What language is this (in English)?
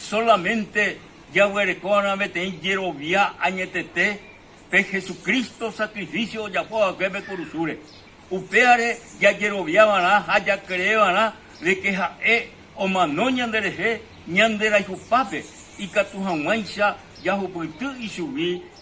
Guarani